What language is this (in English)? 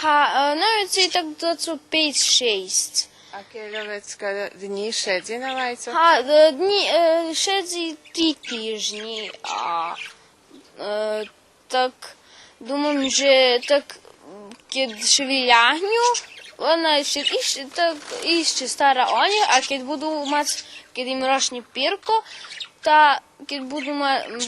Rusyn